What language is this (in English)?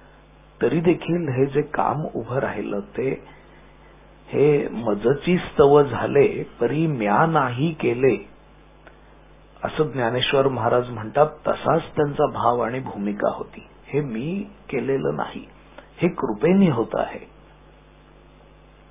Marathi